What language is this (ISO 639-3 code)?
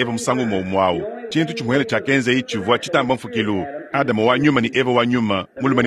lua